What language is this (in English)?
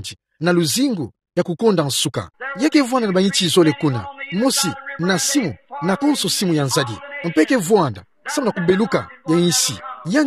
Kituba (Democratic Republic of Congo)